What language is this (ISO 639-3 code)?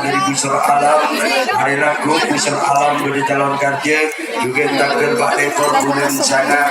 mad